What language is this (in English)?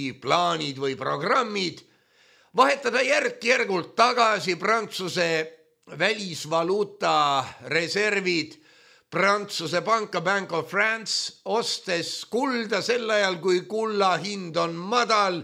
Estonian